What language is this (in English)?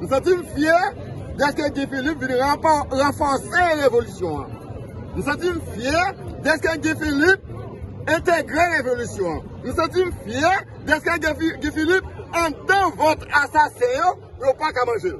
Haitian Creole